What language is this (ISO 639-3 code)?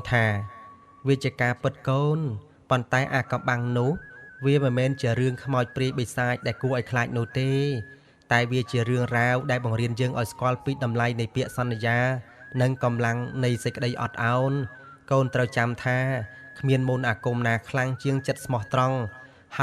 khm